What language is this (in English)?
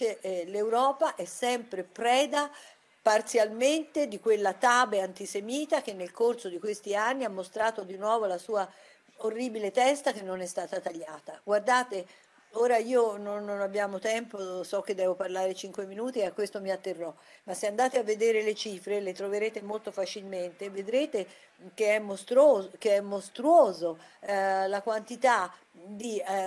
Italian